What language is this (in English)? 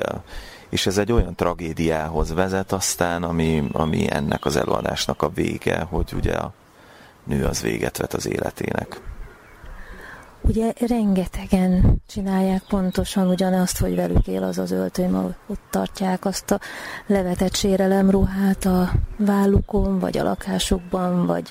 Hungarian